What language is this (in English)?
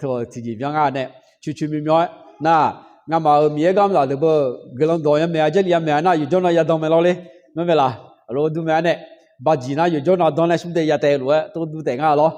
Akha